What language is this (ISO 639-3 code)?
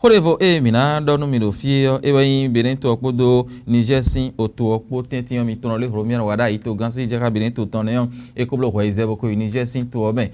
fon